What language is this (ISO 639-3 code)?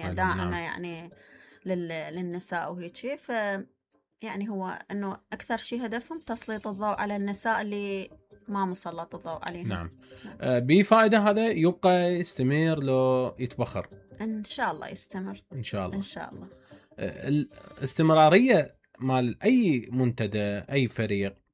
acm